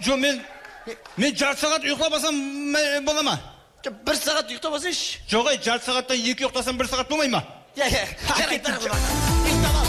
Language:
Kara-Kalpak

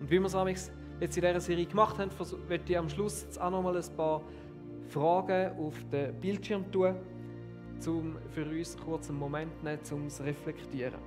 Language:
Swiss German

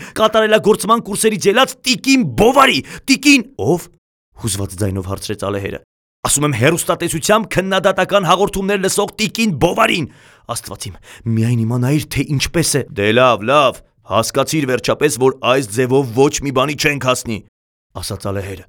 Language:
Armenian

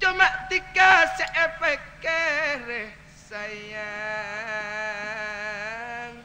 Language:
Madurese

